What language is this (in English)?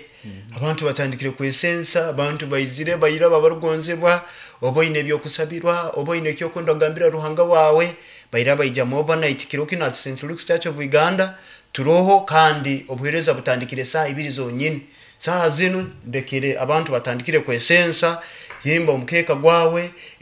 Nyoro